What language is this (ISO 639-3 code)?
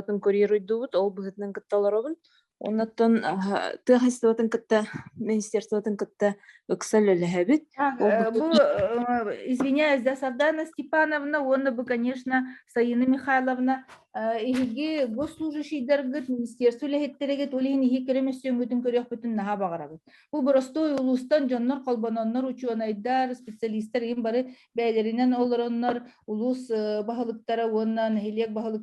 sah